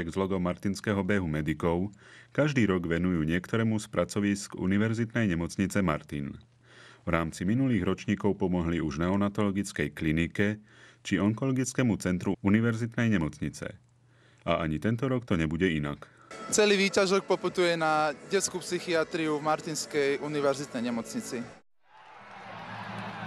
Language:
Slovak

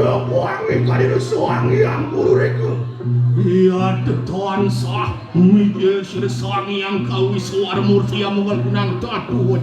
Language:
Balinese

